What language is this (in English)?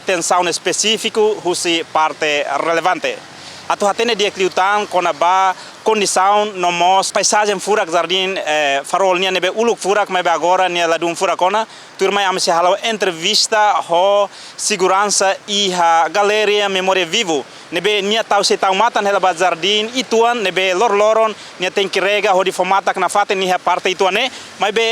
Tetum